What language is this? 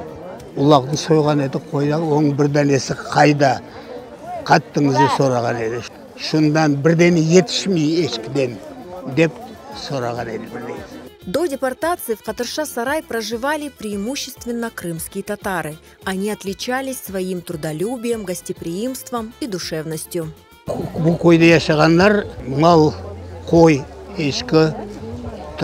Crimean Tatar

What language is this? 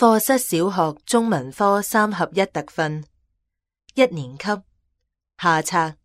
Cantonese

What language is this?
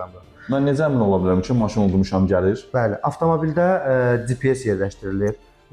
Azerbaijani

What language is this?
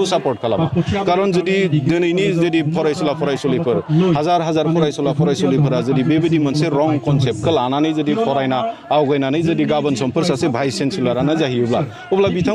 Bodo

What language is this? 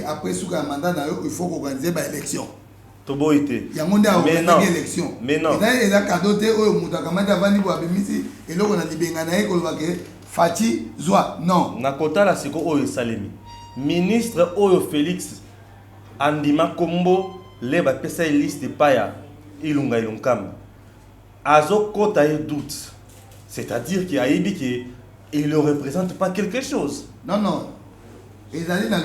Lingala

